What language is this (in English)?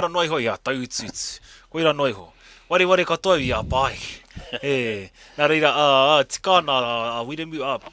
Māori